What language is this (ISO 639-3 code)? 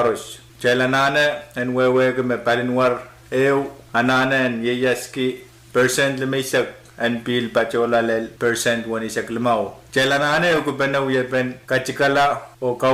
pon